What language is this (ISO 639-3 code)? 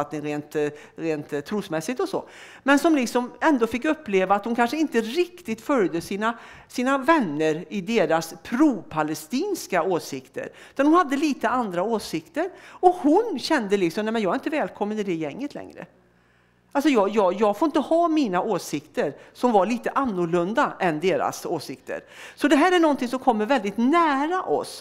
swe